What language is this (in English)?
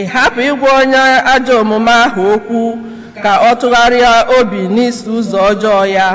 Igbo